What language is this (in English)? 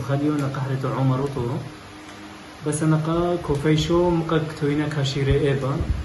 Turoyo